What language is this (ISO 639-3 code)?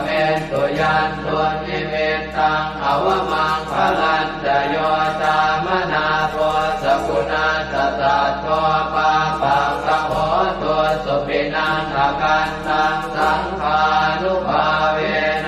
pli